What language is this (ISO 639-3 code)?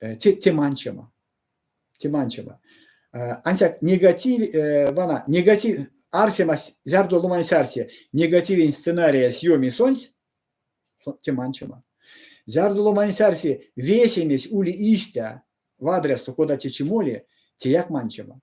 myv